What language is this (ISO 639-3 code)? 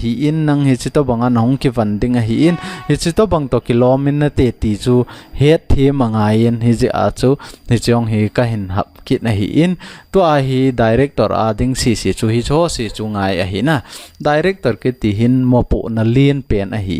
tcz